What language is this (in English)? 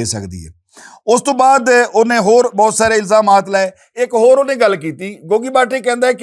Western Panjabi